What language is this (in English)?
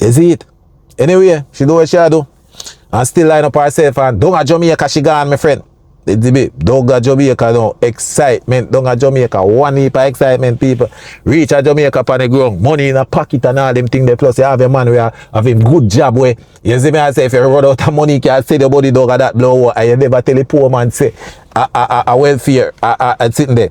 Jamaican Creole English